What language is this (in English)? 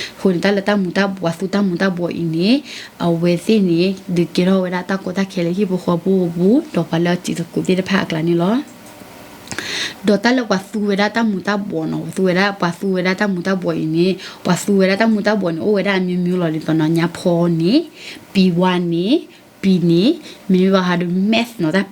S'gaw Karen